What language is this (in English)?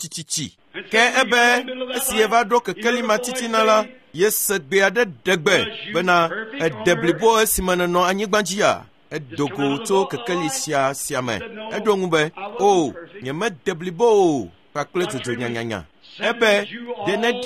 Ewe